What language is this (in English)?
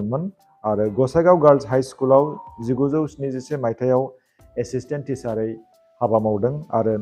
Bodo